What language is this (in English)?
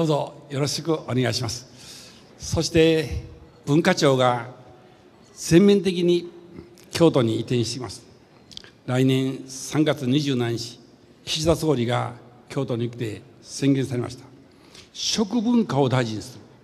Japanese